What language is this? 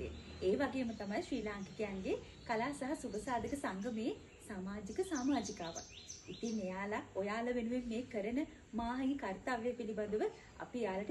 Sinhala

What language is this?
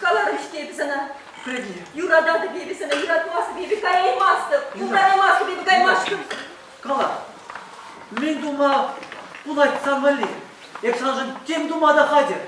Chuvash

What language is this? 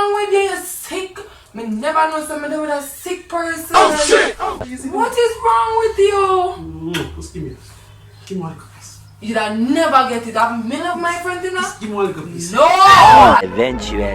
Jamaican Creole English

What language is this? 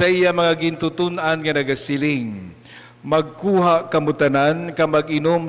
Hiligaynon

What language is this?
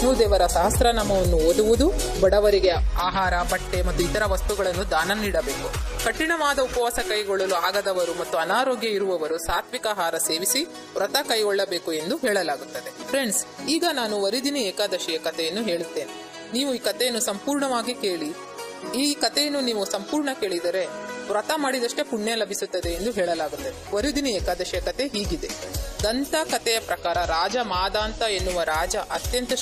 Kannada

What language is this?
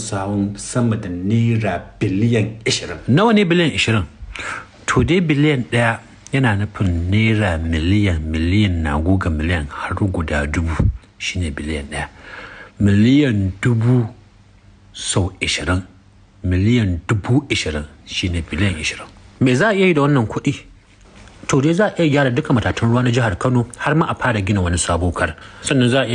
Hausa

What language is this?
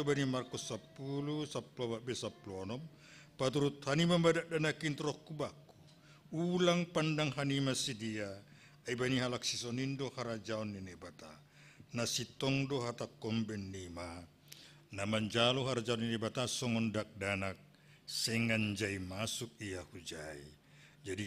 Batak Simalungun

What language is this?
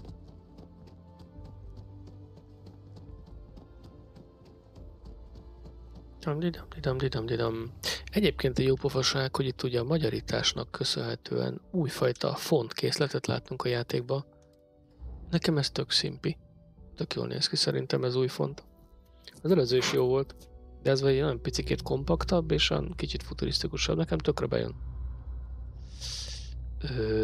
Hungarian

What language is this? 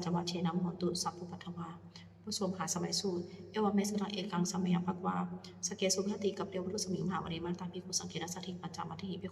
Pali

